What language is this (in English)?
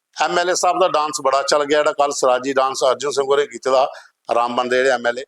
Dogri